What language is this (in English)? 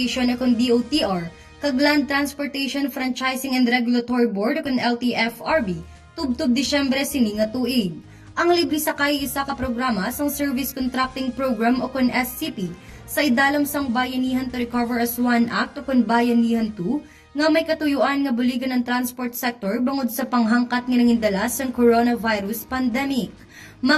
Hiligaynon